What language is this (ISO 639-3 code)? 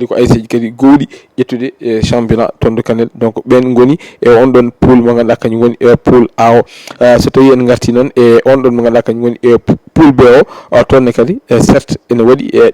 ful